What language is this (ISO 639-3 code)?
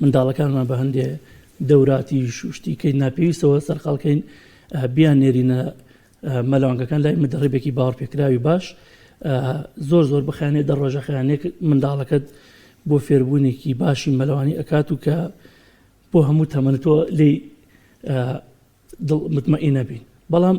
ckb